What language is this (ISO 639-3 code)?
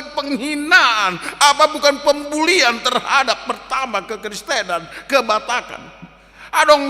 bbc